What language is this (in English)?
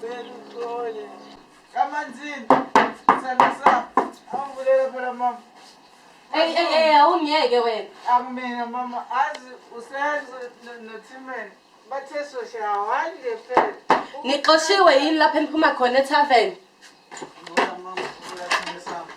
Zulu